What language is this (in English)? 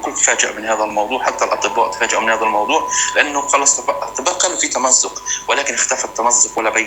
North Levantine Arabic